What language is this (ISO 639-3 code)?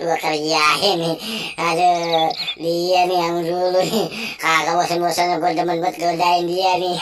bew